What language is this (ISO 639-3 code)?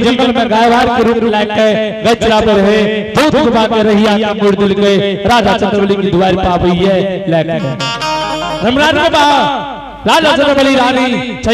anp